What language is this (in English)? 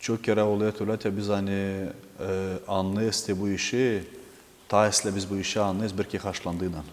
Gagauz